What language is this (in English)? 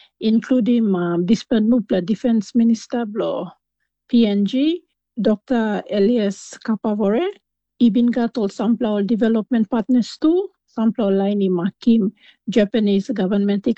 Tok Pisin